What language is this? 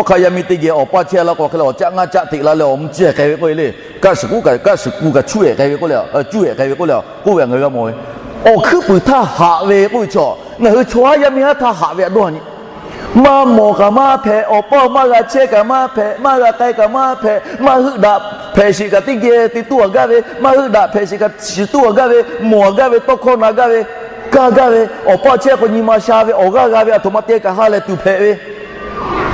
Lahu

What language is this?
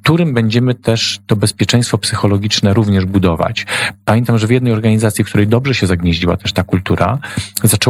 Polish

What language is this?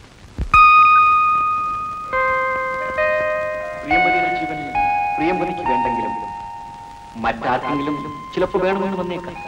Malayalam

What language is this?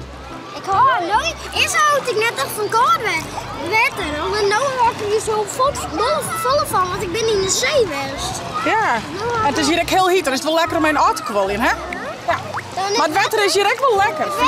Western Frisian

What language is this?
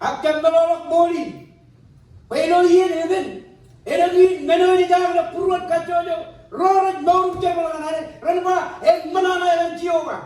Marshallese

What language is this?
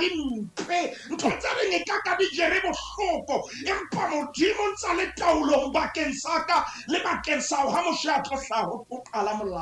Southern Sotho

